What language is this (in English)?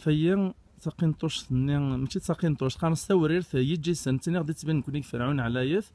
Kabyle